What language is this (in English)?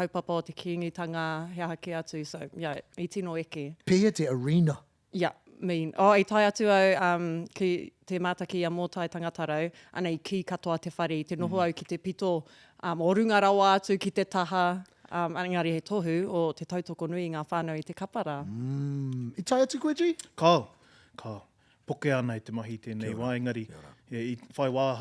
Māori